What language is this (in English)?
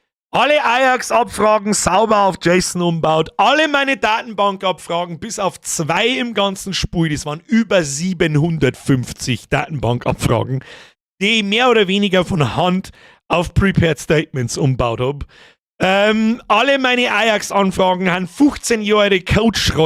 Bavarian